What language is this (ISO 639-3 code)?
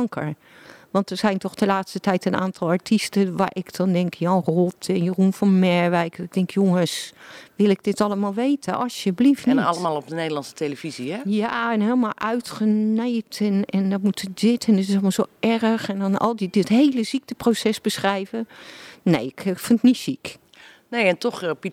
nld